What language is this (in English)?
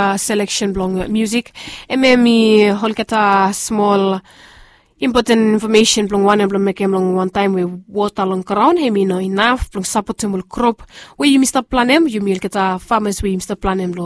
Bislama